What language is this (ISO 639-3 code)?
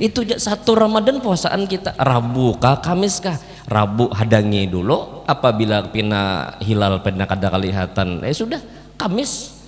bjn